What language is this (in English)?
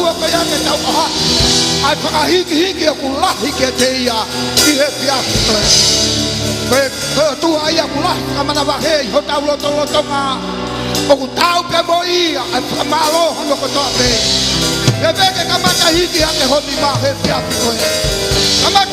Tongan